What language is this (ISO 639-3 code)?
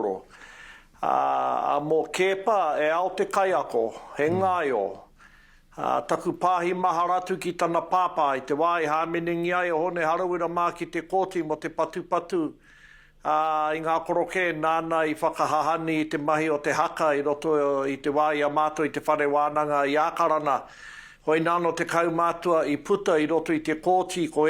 mri